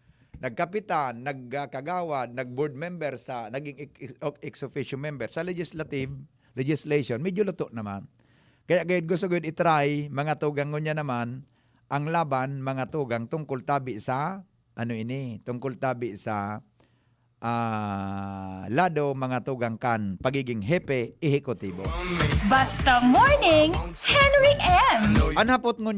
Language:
Bikol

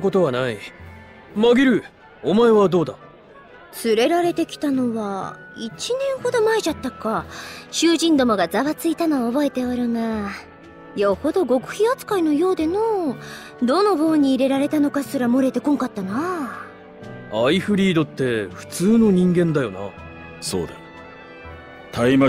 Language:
Japanese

